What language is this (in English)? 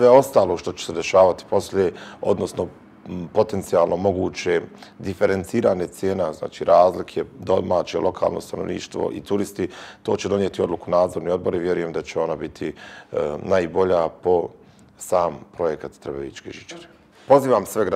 Bosnian